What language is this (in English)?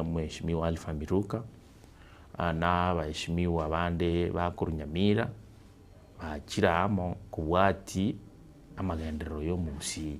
Gusii